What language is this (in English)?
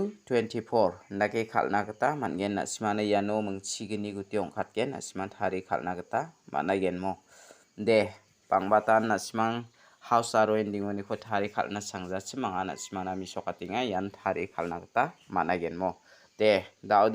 Garo